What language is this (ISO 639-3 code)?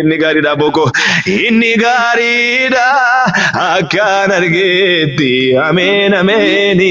orm